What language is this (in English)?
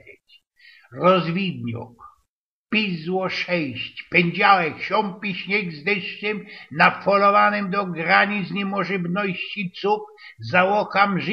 Silesian